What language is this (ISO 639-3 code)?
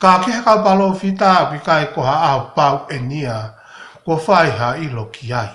ton